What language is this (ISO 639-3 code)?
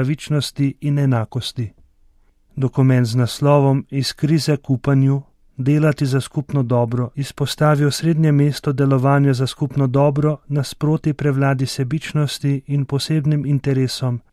slv